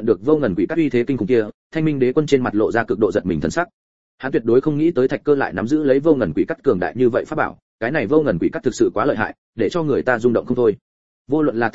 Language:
Vietnamese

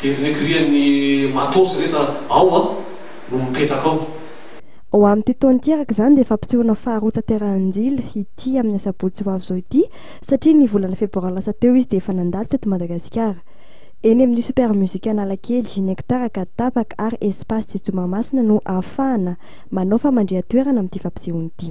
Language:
Malagasy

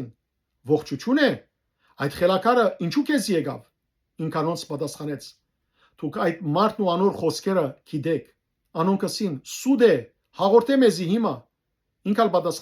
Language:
Western Armenian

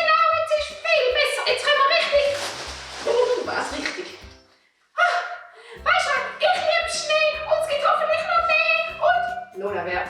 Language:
Swiss German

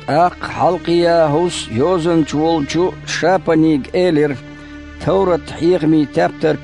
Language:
Chechen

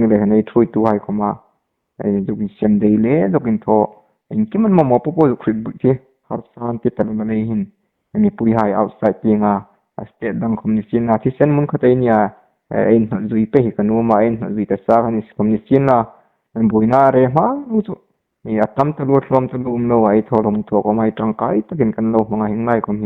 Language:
Hmar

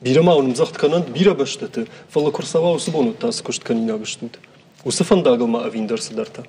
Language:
Ossetic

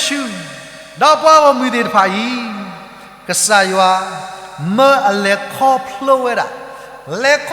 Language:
S'gaw Karen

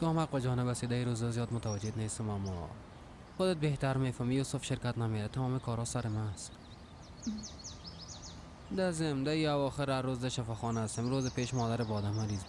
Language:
Persian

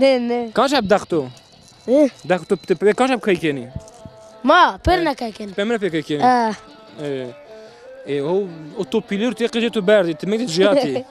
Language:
Zaza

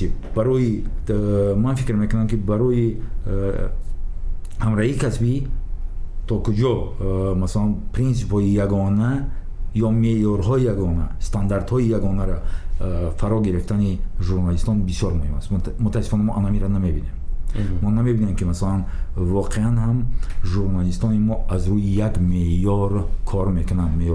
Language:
Tajik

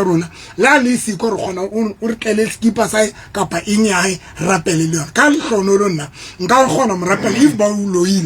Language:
Southern Sotho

